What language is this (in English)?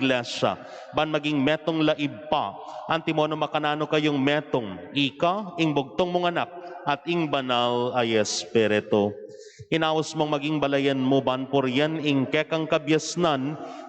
Pampanga